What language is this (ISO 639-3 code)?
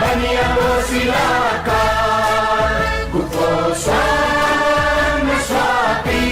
new